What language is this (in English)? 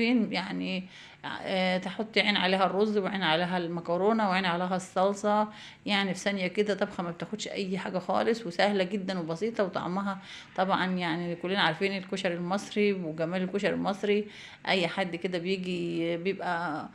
Egyptian Arabic